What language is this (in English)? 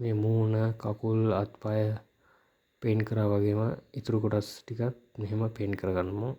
Sinhala